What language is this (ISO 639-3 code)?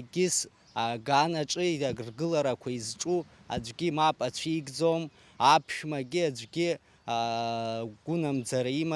abk